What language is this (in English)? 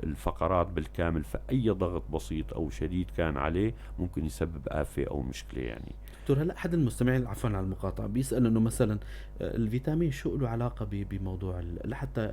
North Levantine Arabic